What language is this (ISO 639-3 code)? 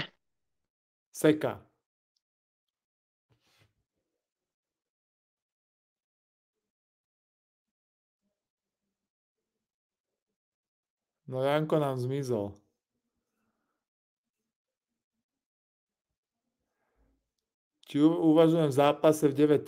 slk